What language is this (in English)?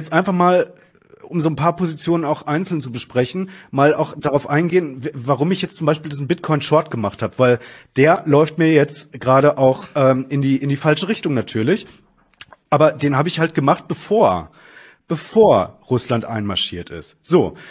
German